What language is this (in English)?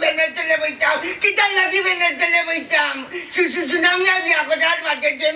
Sylheti